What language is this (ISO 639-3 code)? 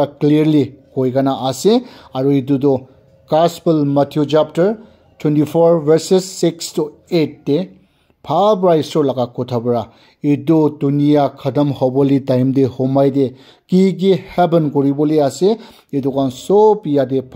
nag